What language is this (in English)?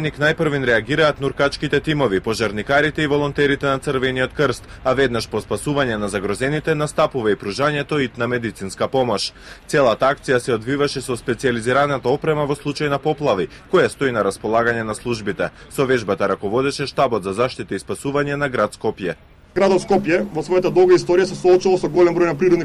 Macedonian